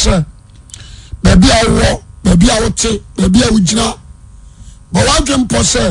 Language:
Akan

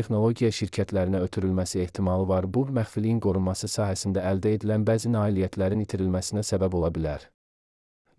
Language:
Azerbaijani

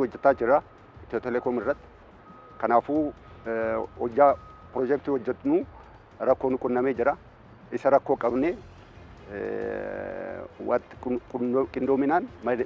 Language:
Oromo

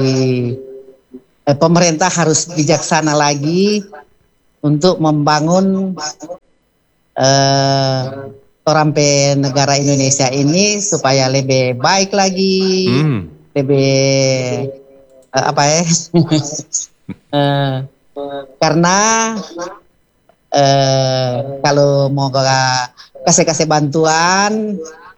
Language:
Indonesian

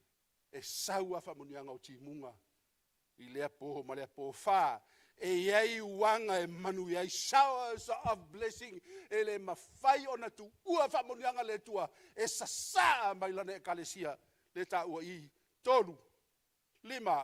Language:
Samoan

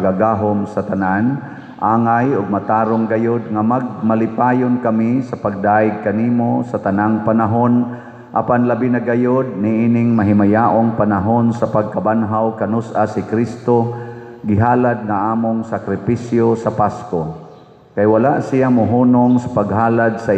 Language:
Cebuano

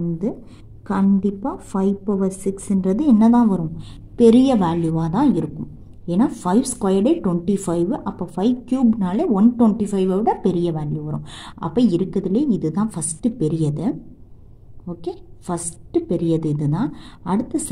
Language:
Tamil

